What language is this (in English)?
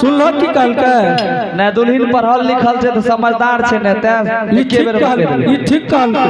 Angika